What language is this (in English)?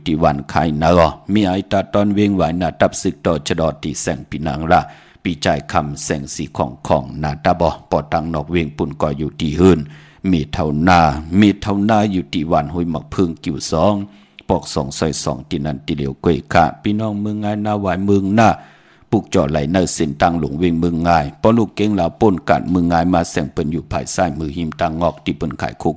Shan